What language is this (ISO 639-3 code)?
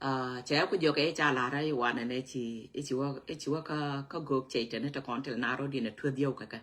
nus